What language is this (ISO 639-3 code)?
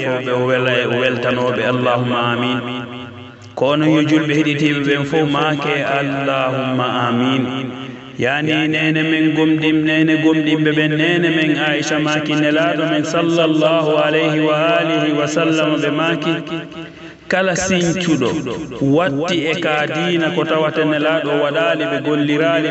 fuf